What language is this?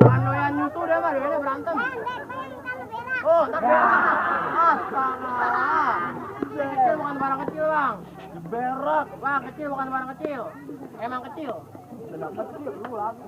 Betawi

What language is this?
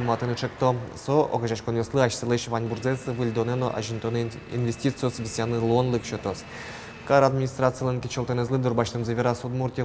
Udmurt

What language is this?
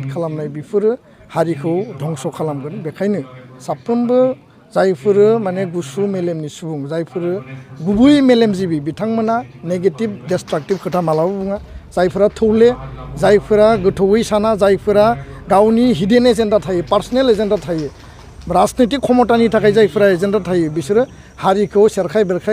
Bodo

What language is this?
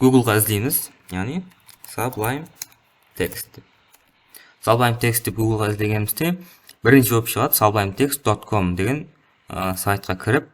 Kara-Kalpak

